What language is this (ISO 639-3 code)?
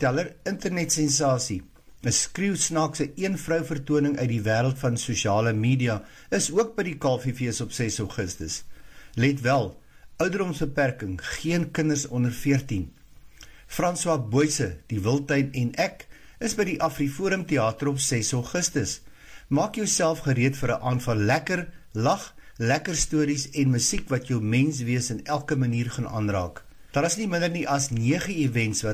afr